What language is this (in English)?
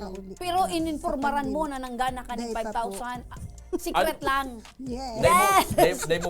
Bikol